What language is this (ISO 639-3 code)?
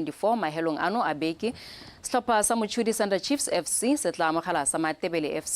tsn